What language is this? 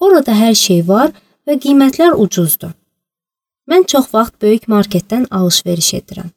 Azerbaijani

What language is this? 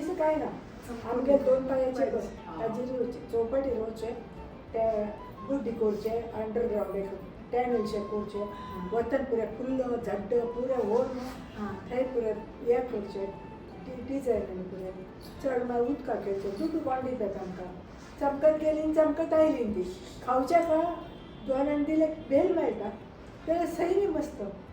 Konkani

